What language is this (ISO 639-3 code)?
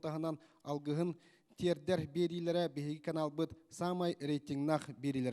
sah